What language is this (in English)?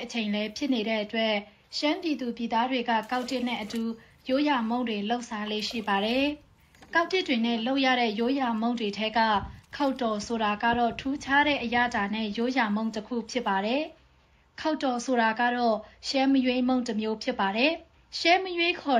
Burmese